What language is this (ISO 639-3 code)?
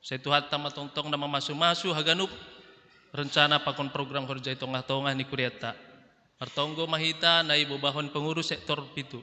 bts